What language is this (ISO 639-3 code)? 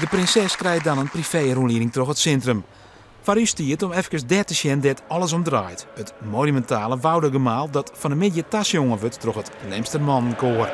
fry